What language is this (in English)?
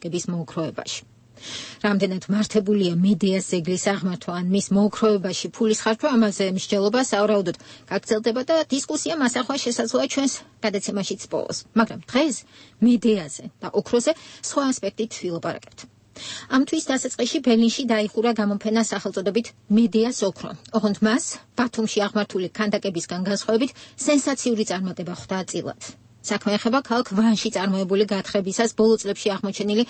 Georgian